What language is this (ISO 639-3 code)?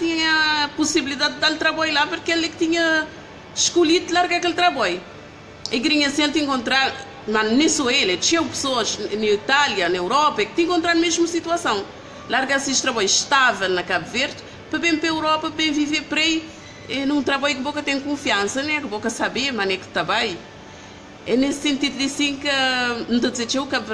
kea